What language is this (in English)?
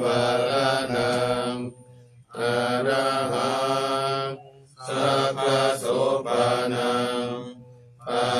Pali